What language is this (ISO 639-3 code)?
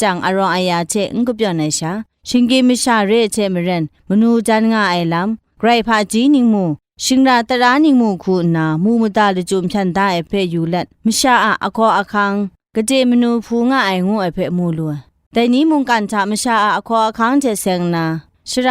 kac